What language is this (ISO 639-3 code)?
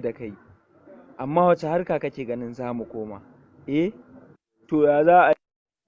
hau